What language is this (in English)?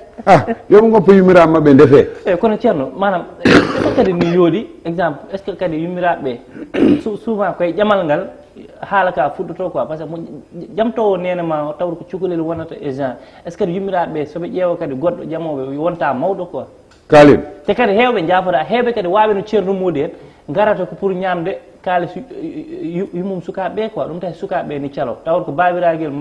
Fula